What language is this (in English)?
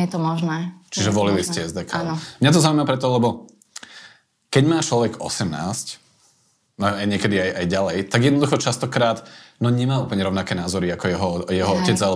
Slovak